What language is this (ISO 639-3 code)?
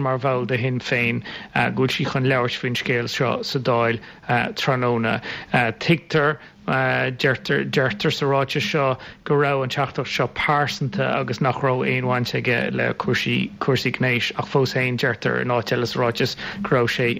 gle